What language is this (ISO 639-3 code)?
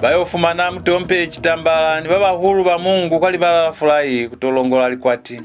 loz